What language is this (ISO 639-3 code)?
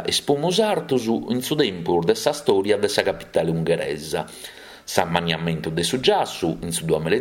srd